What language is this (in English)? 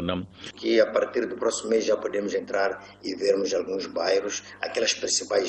Tsonga